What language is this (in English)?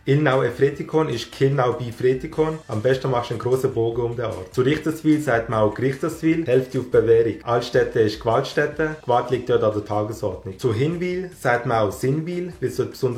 Swiss German